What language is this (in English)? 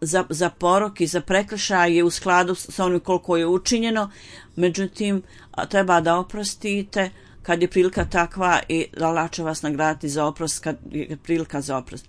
Bosnian